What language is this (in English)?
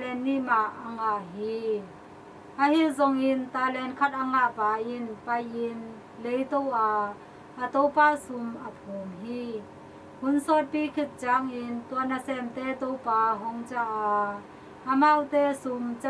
Tedim Chin